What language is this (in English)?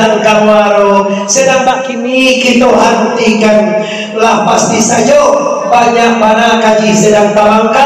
Minangkabau